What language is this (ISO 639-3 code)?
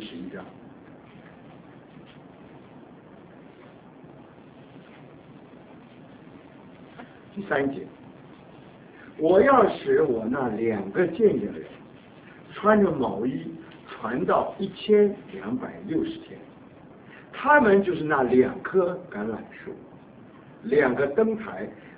zho